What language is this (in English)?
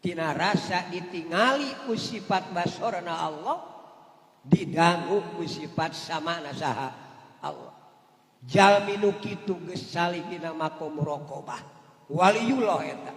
Sundanese